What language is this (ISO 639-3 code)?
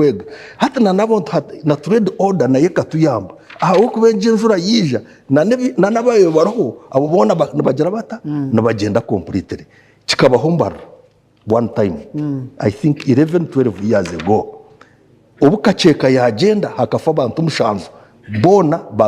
nyn